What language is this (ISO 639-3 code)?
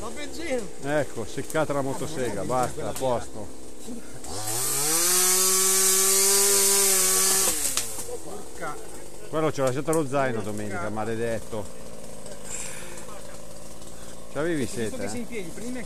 ita